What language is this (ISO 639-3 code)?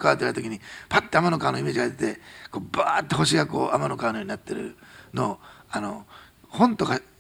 jpn